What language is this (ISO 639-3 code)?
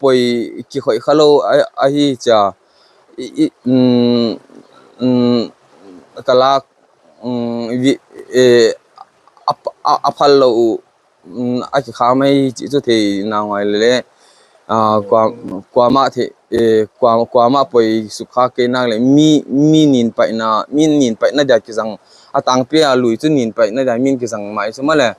pck